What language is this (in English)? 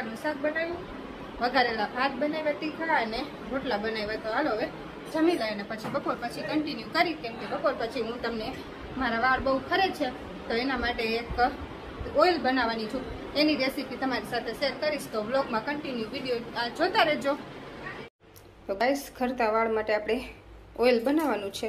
Gujarati